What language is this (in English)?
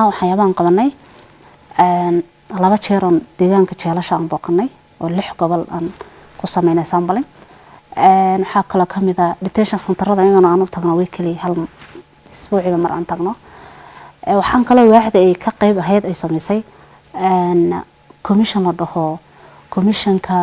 Somali